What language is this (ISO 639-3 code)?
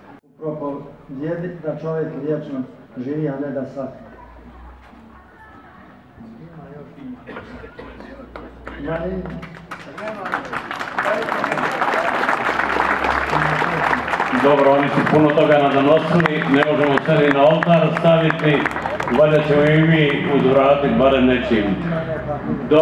hrv